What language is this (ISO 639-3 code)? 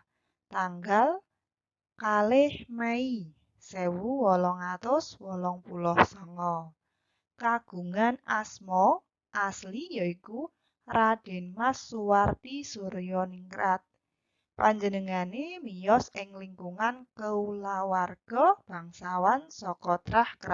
jav